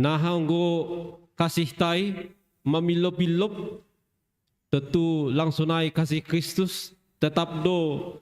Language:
Batak Simalungun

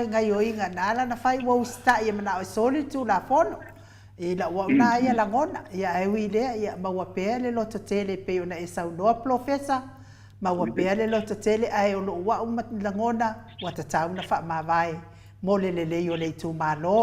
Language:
Samoan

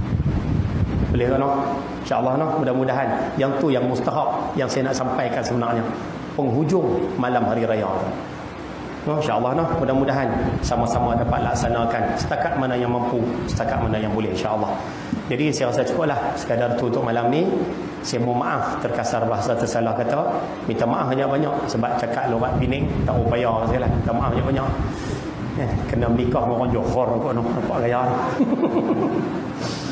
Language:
Malay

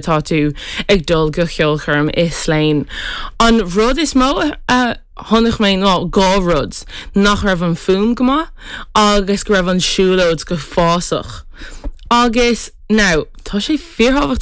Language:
Irish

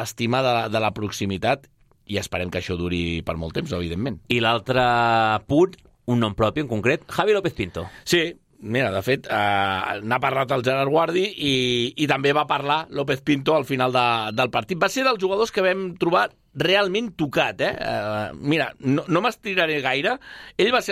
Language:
Catalan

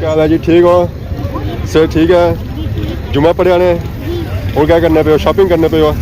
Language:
Pahari-Potwari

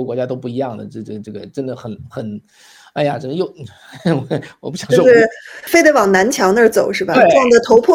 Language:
Chinese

